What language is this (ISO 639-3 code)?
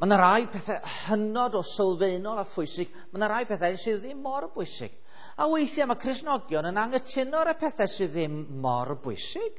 cym